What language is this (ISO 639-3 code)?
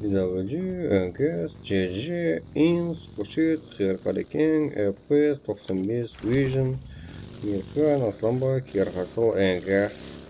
kaa